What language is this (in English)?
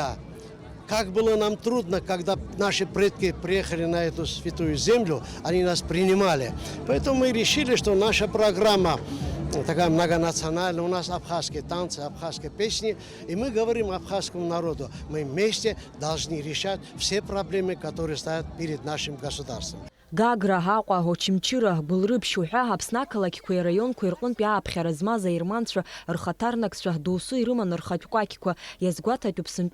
Abkhazian